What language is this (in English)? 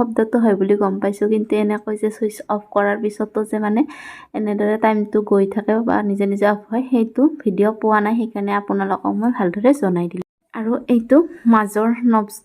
Assamese